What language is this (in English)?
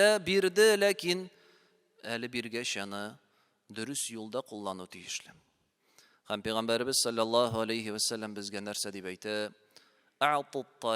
Tatar